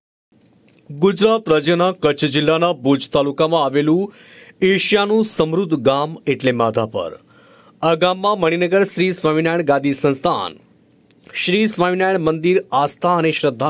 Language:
Gujarati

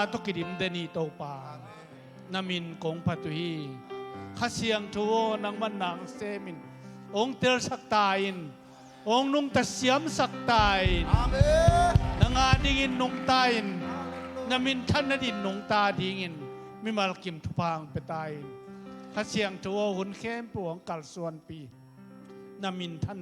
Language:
Tedim Chin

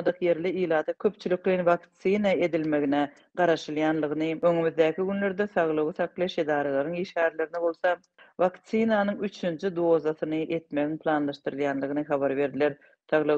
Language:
Turkmen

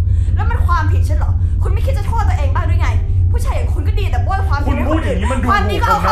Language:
Thai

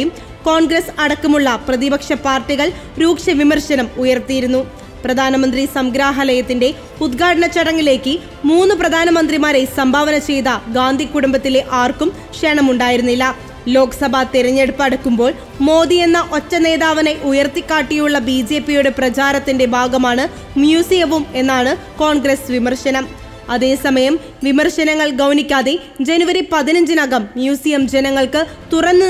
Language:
Malayalam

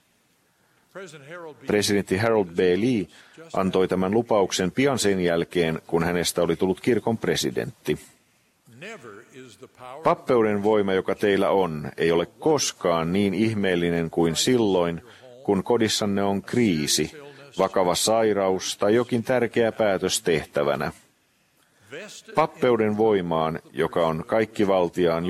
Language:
Finnish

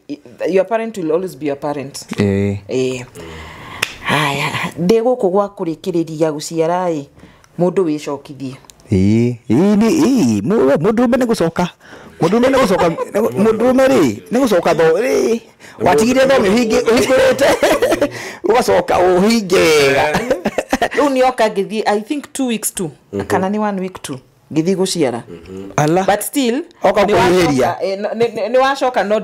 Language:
Kikuyu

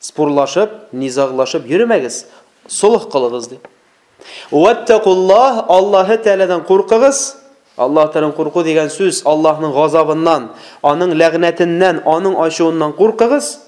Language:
Tatar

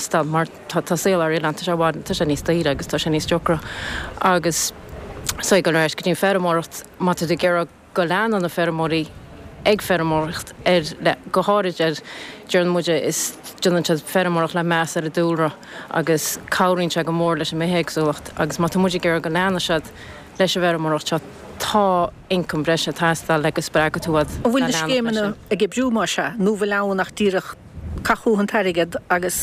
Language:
Irish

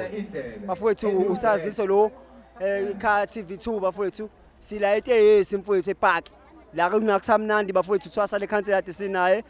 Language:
Zulu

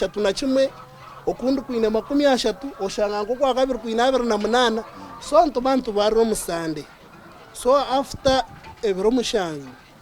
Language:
Nyankole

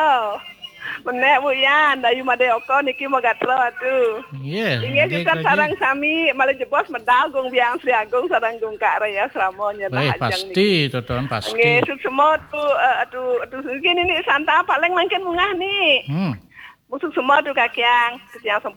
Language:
Balinese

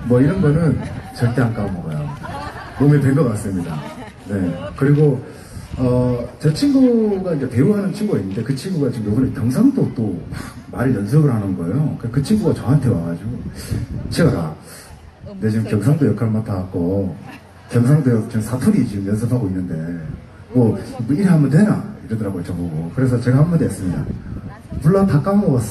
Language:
Korean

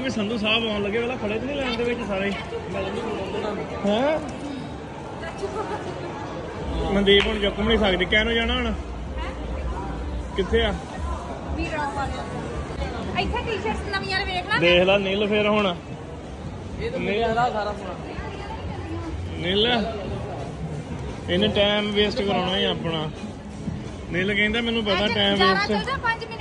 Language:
Punjabi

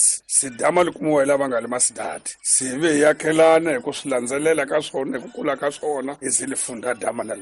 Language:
Tsonga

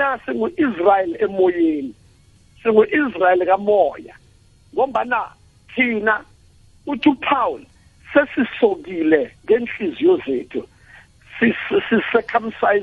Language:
South Ndebele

